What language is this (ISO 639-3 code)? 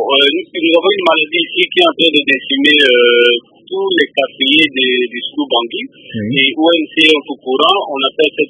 fra